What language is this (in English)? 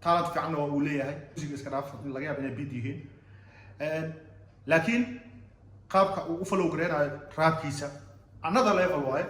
Somali